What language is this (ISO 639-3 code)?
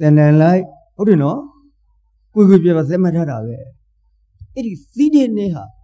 mya